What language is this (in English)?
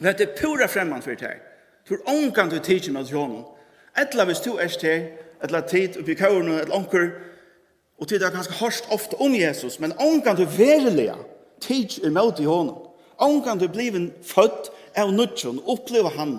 Faroese